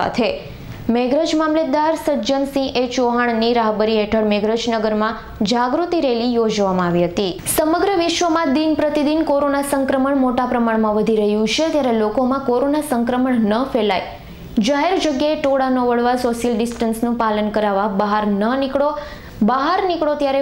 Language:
Gujarati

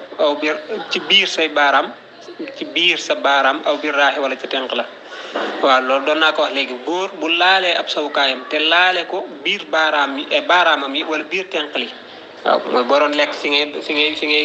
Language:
Wolof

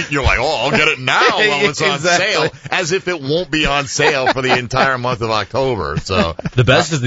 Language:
English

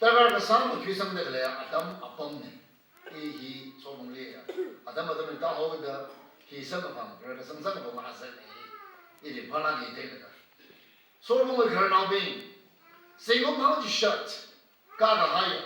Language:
Tangkhul Naga (India)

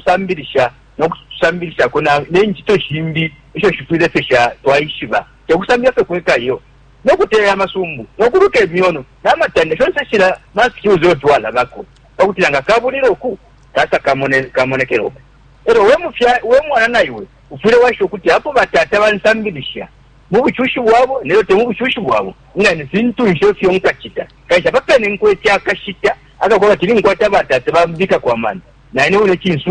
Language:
Bemba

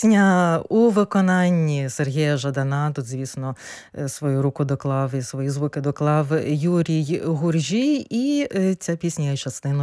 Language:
Ukrainian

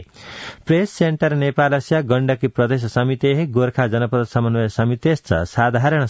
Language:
Sanskrit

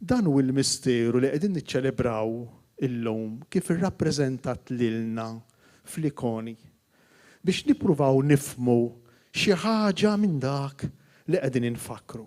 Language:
Maltese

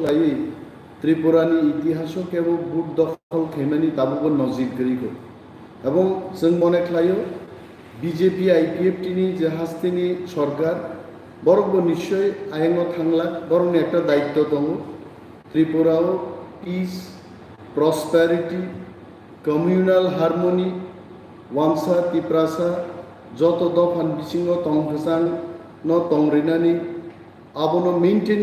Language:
Kok Borok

